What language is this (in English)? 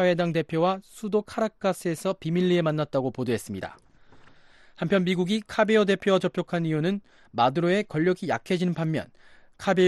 Korean